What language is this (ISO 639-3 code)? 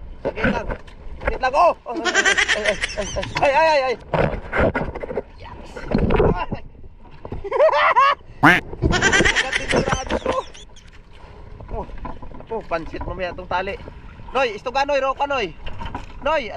fil